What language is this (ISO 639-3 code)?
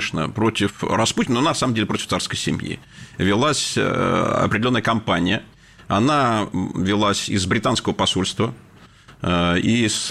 rus